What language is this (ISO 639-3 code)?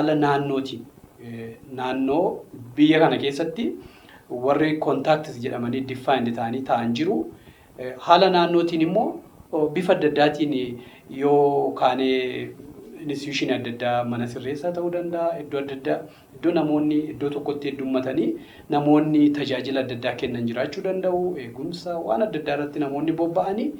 orm